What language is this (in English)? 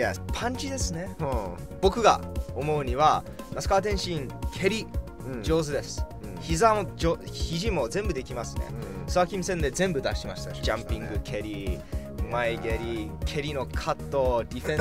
Japanese